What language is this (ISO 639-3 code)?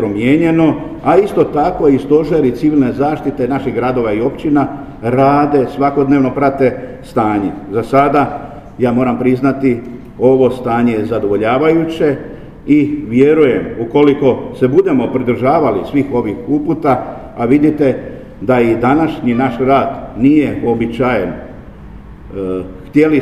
hrv